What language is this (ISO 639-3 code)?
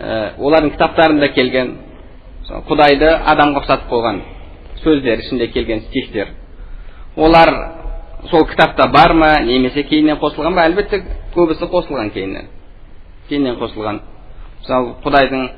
kaz